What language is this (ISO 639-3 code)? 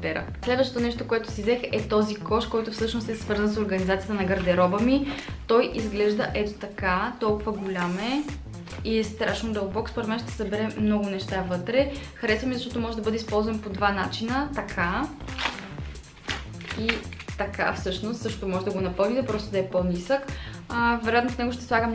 bul